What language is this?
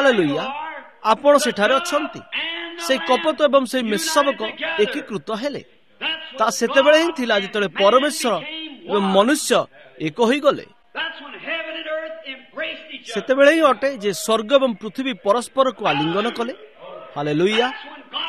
Odia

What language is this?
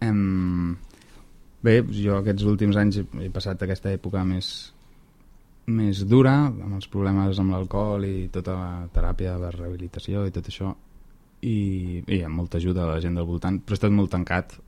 Catalan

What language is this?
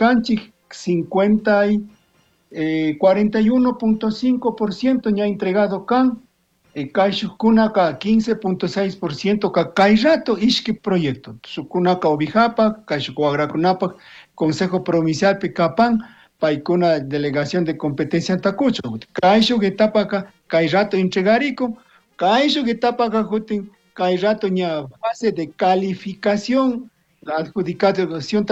Chimborazo Highland Quichua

